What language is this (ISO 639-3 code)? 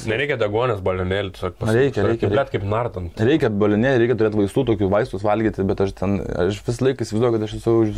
lit